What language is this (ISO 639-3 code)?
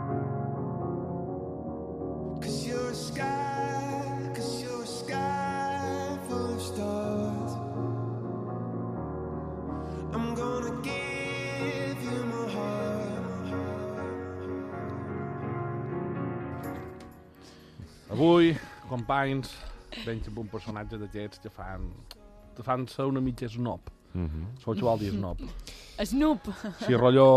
cat